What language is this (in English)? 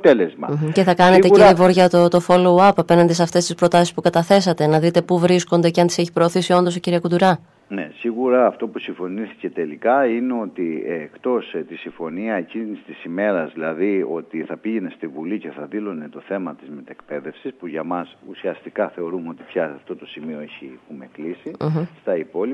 Greek